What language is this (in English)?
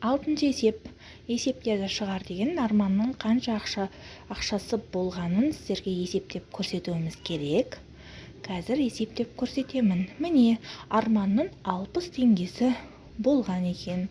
Kazakh